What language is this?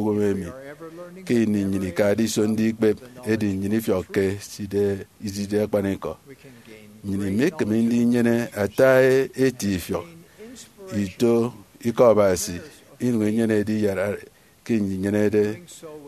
Efik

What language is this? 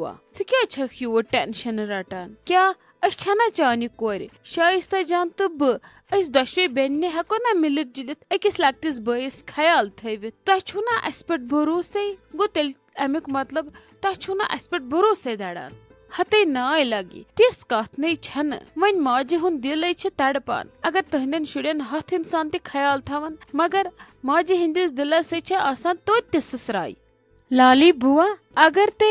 Kashmiri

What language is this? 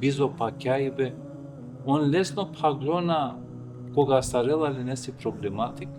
Balkan Romani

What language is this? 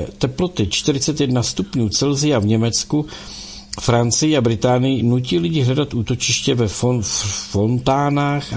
Czech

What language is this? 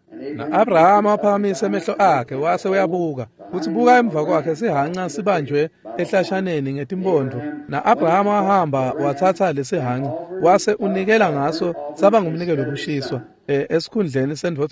Swati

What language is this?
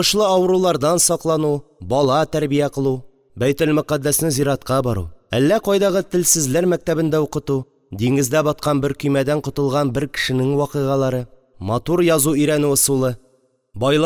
Tatar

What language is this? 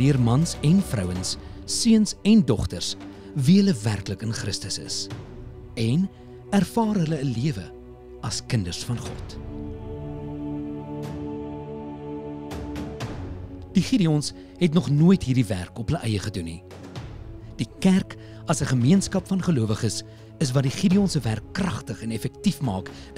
Afrikaans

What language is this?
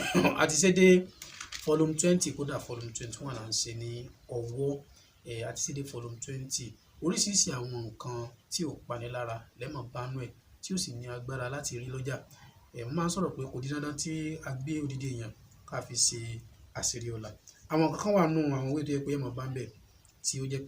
Yoruba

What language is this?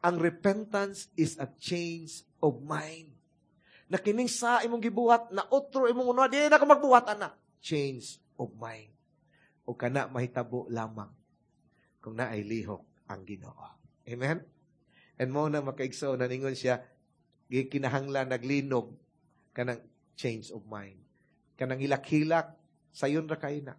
Cebuano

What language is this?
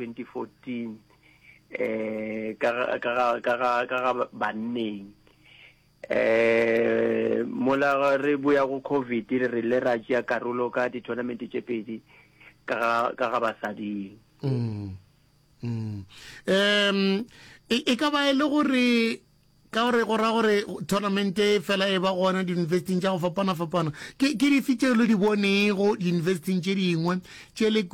Northern Sotho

